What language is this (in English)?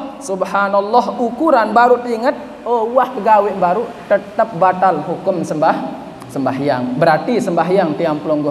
Sasak